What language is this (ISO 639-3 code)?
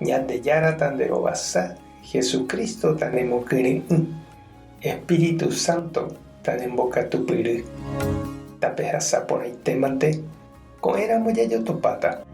grn